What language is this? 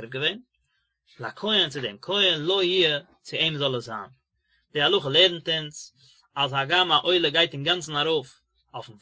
Yiddish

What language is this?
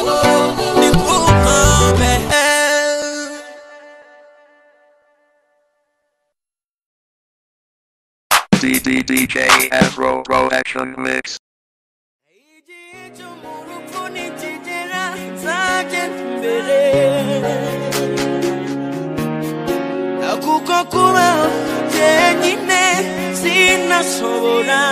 Kinyarwanda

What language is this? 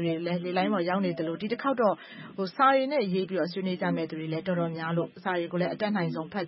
Burmese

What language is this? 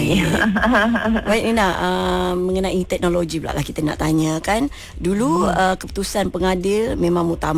Malay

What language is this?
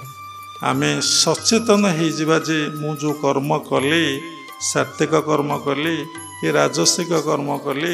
Odia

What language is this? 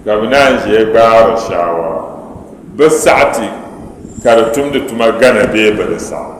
Dagbani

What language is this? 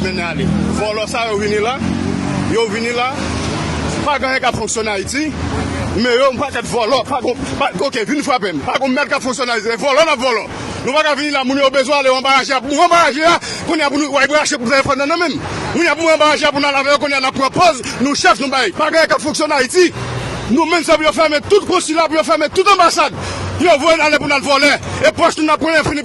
Haitian Creole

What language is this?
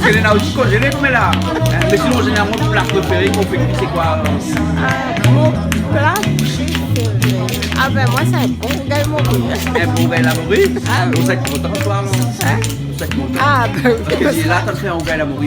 Réunion Creole French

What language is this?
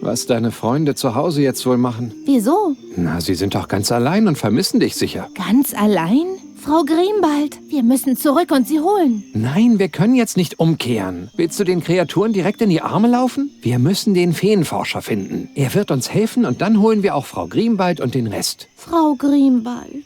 Bavarian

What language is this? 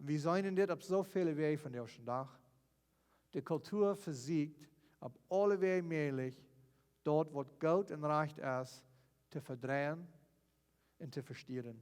Plautdietsch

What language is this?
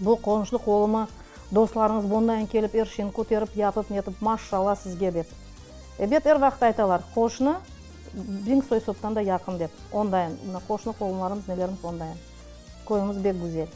Crimean Tatar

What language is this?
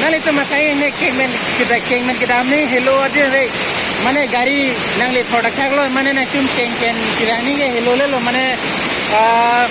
Karbi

